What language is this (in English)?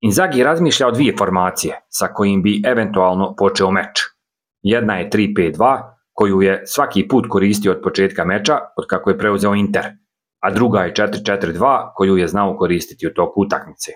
Croatian